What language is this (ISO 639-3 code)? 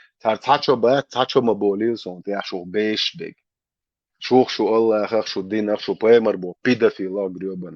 che